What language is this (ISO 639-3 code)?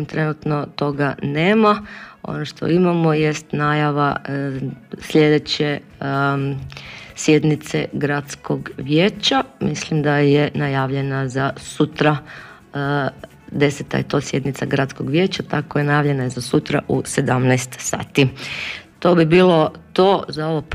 hrv